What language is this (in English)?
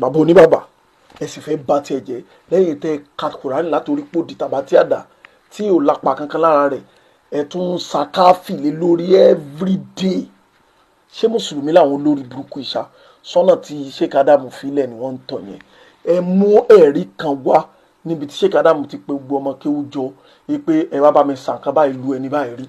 Yoruba